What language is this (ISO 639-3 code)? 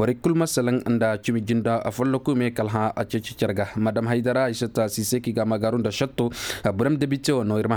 ses